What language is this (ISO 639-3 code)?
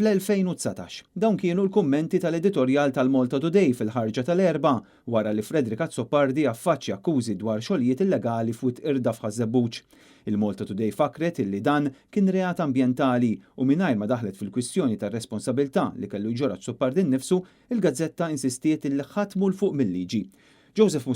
mlt